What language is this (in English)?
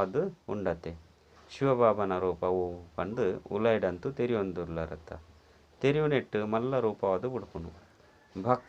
Tulu